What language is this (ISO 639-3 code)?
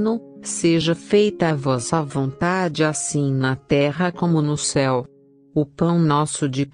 por